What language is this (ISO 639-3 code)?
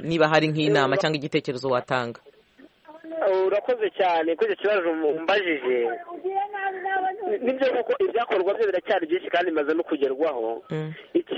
kin